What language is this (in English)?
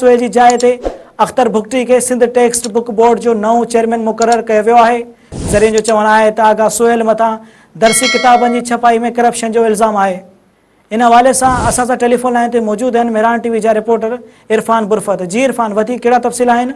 Sindhi